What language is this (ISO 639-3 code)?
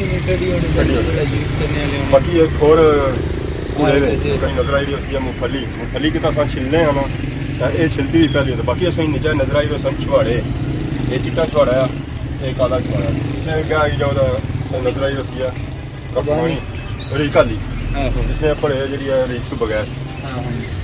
phr